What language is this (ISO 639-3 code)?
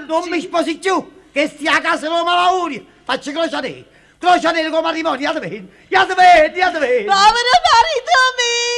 nap